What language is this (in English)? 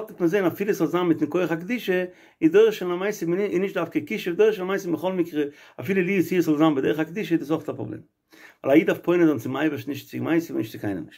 Yiddish